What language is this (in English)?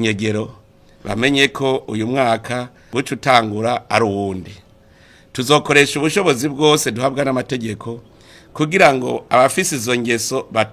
Rundi